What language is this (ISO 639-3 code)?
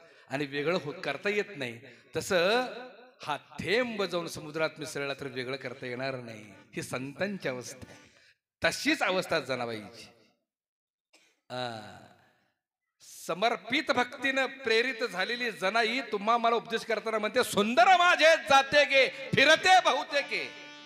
mar